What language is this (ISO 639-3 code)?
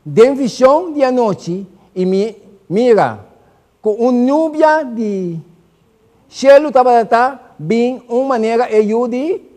pap